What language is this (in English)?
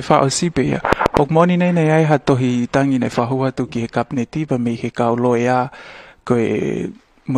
Tongan